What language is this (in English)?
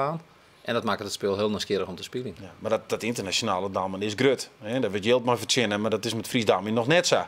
Western Frisian